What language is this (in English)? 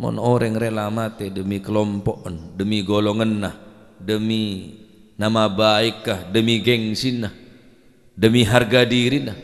Madurese